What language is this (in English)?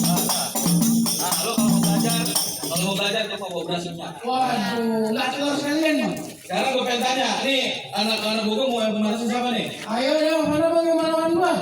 Betawi